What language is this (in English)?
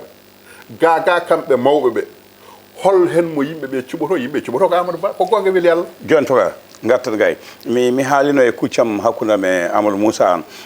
Fula